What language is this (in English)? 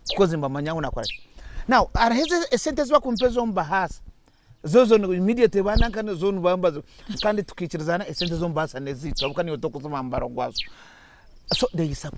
Nyankole